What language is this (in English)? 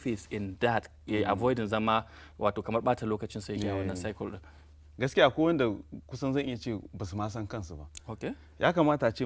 Hausa